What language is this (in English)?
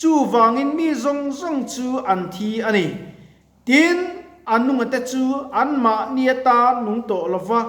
Mizo